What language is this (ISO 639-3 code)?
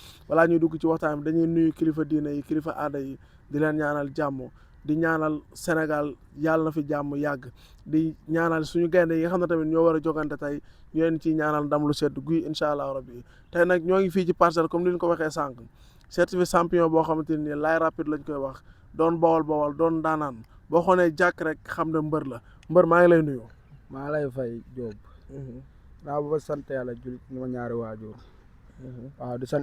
wol